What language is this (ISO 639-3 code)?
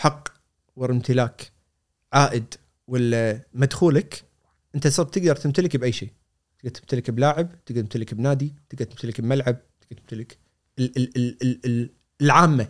afb